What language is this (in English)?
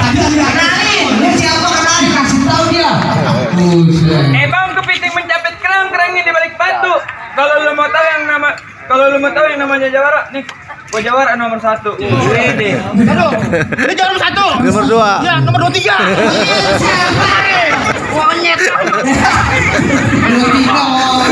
Betawi